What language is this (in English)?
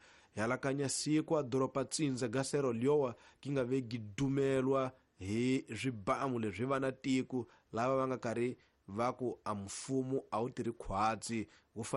Tsonga